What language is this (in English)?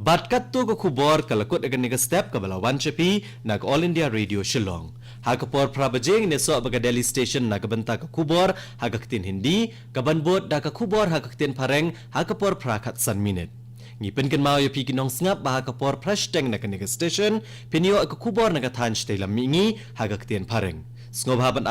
Khasi